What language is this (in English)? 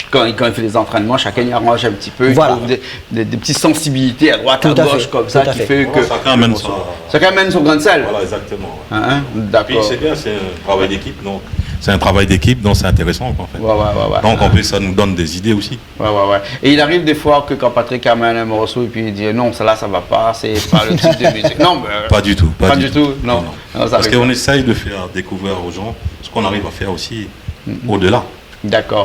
Réunion Creole French